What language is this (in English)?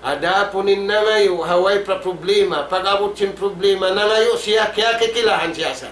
Tausug